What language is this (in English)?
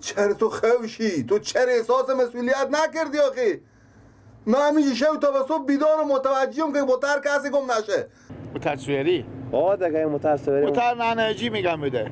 Persian